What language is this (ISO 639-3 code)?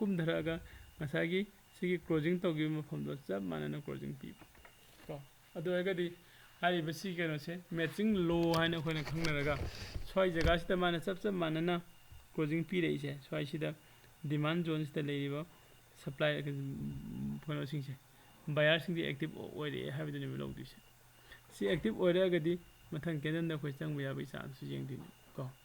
mni